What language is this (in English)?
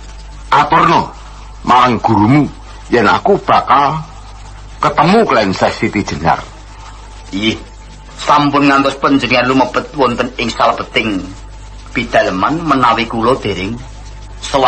Javanese